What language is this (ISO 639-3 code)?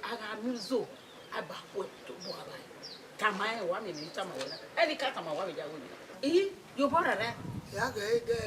bin